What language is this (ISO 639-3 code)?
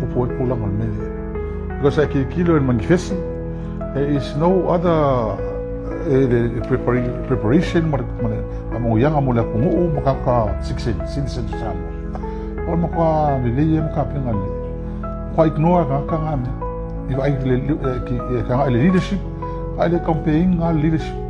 smo